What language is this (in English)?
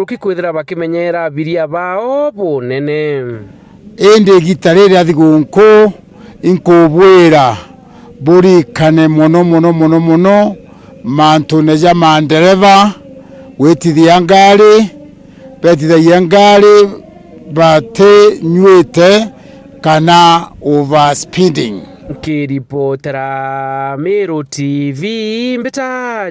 Meru